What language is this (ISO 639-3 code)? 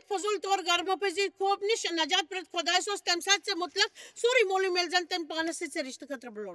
kas